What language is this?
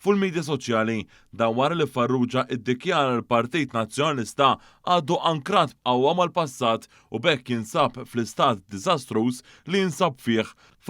Maltese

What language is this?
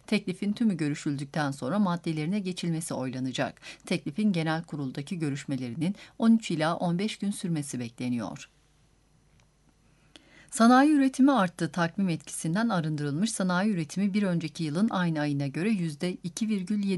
Turkish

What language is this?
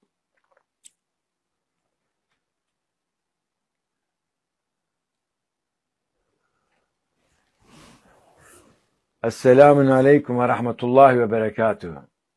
Turkish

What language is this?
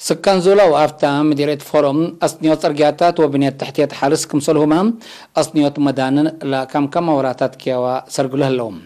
Tigre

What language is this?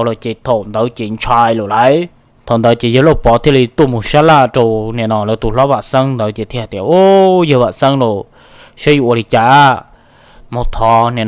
Hmong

